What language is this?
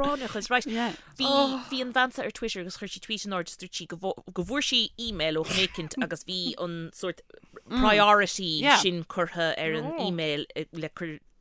Irish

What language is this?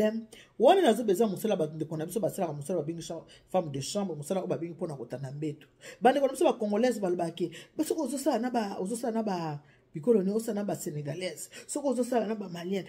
Lingala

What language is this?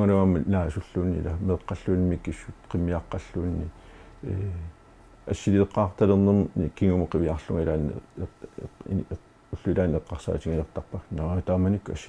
Kalaallisut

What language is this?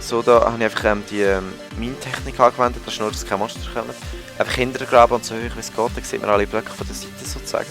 Swiss German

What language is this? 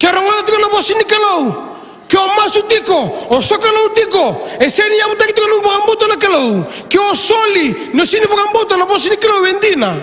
Fijian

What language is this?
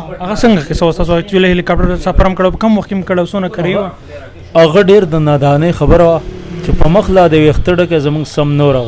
Pashto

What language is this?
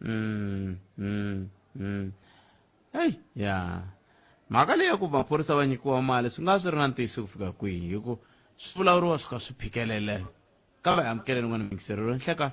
Tsonga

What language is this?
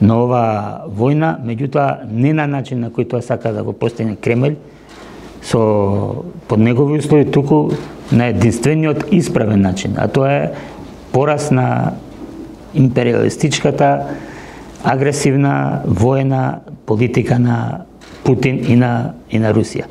Macedonian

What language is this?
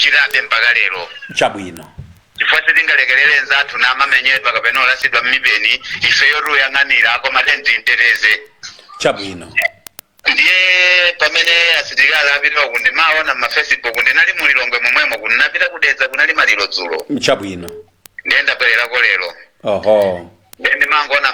Nyanja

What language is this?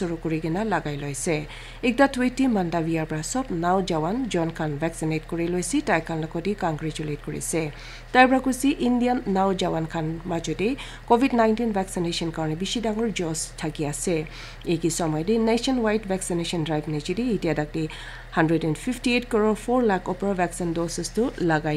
Naga Pidgin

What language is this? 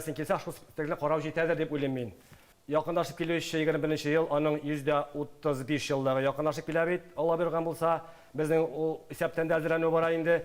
Tatar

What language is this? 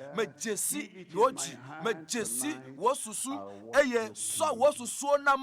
Ewe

